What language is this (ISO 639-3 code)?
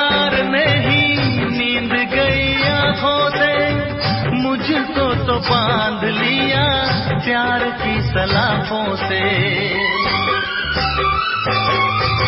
hin